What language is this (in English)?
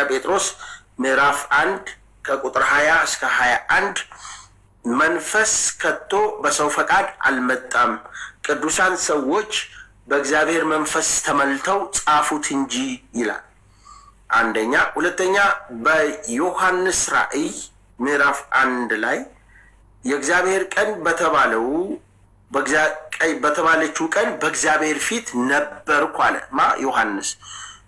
Amharic